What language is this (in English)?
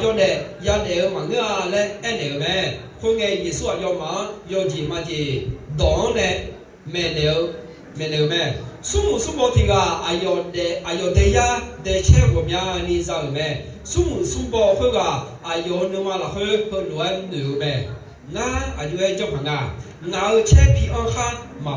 Akha